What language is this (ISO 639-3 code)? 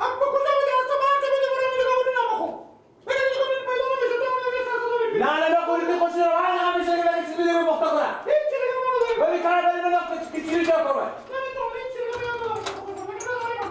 fas